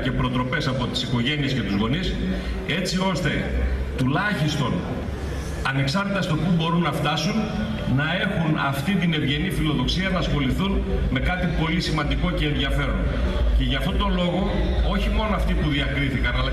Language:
Greek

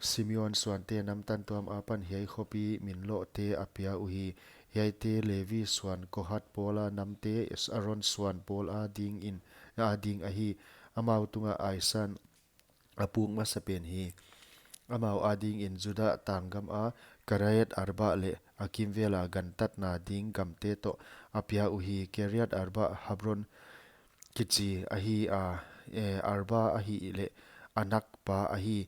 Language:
Paite Chin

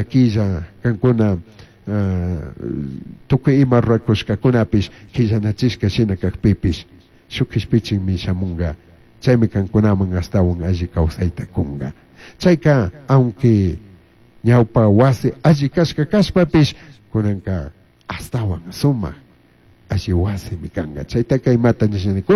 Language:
Chimborazo Highland Quichua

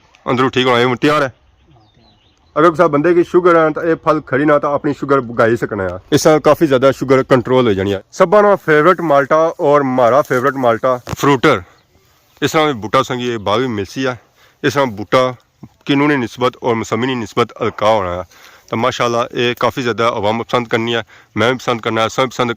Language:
Pahari-Potwari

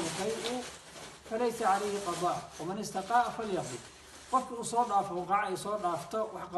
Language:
Somali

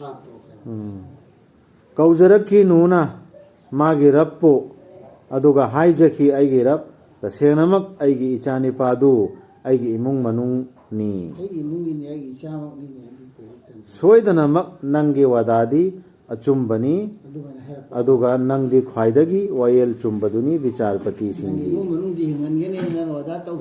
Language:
Manipuri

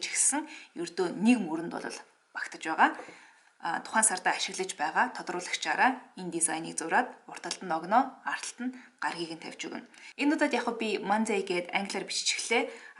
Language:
Mongolian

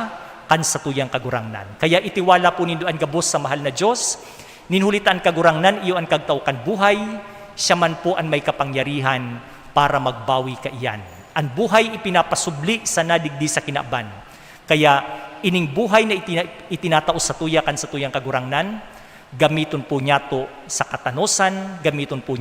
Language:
Bikol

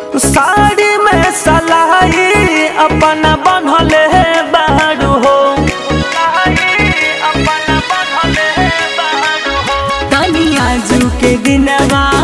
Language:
Bhojpuri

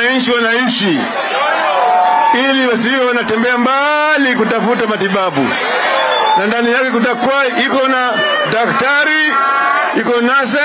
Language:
Swahili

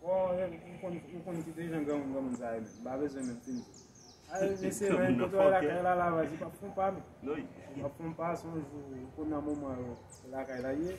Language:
Haitian Creole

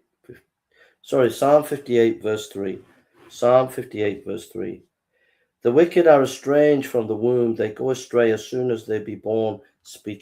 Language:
English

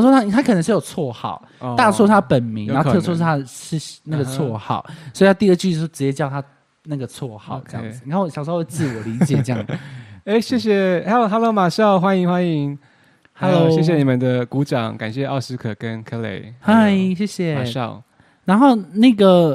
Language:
Chinese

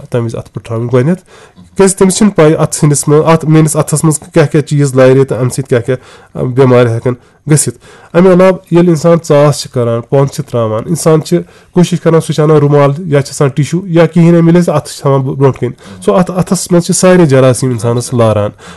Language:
Kashmiri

